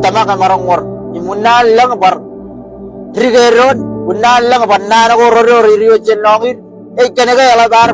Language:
Marshallese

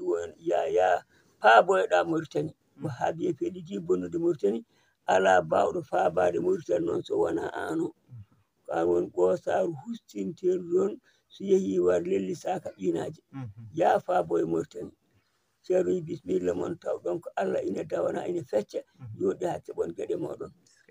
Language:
Fula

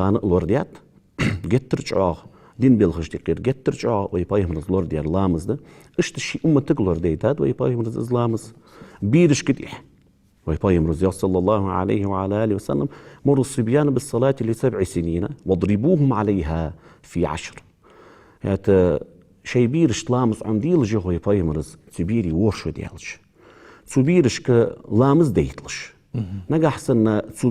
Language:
Ingush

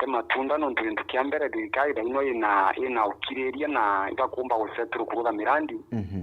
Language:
Meru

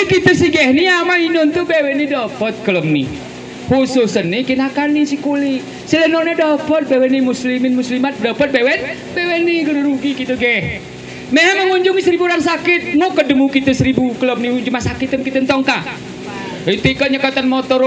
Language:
Gayo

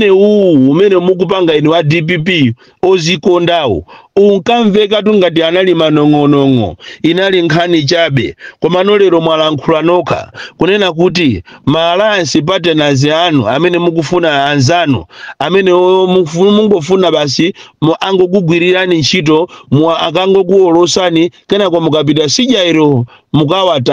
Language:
Nyanja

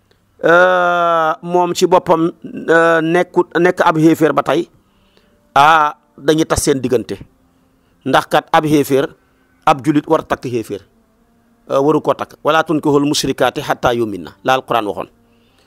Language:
Wolof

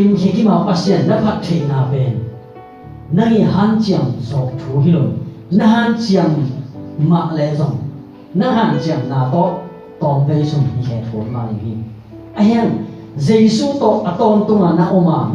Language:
Tedim Chin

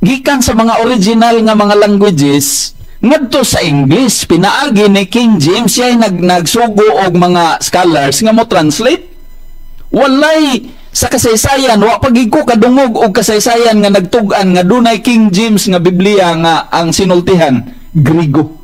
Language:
Cebuano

